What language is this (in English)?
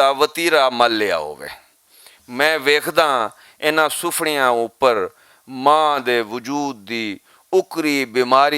Western Panjabi